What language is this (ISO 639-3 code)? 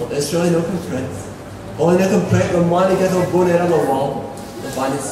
tpi